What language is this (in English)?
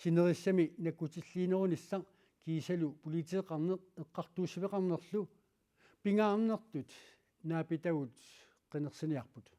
Kalaallisut